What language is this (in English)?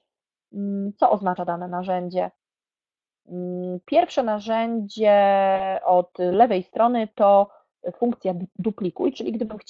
Polish